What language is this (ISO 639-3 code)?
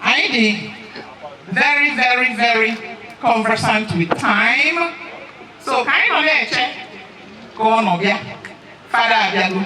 ibo